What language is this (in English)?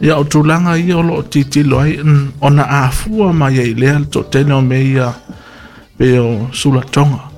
Samoan